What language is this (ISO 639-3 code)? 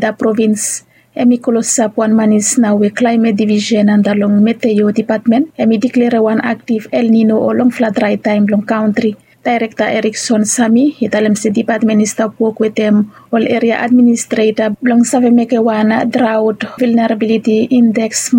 bis